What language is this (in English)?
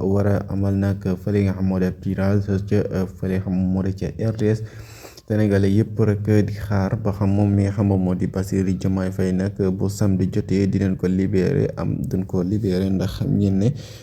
Wolof